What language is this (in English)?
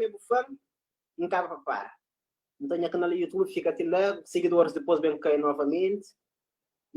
Kabuverdianu